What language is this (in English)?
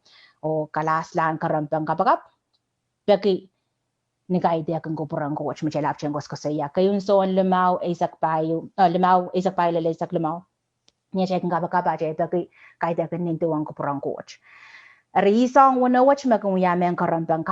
Pohnpeian